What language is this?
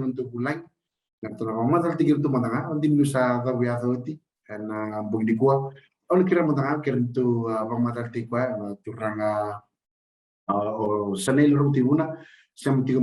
Fijian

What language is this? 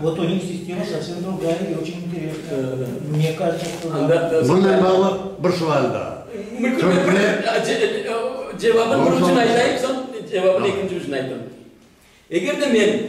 Crimean Tatar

